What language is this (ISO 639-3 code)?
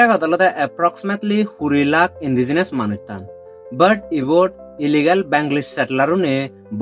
ccp